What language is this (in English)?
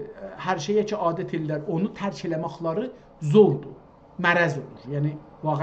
South Azerbaijani